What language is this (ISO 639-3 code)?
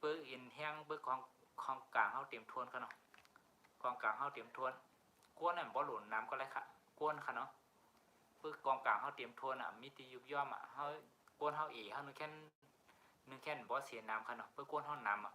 shn